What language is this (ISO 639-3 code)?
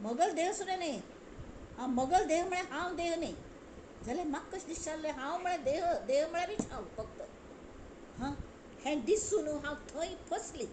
kok